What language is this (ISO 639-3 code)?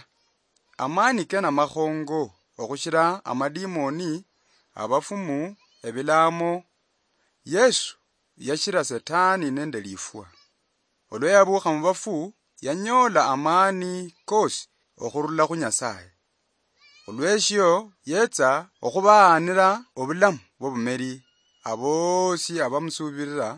luy